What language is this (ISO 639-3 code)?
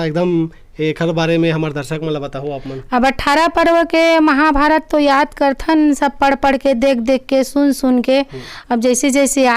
hne